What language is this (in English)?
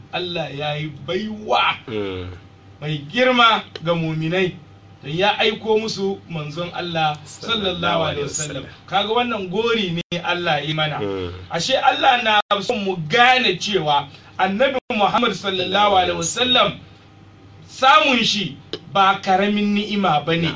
Hausa